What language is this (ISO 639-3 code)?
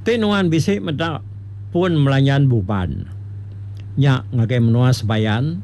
iba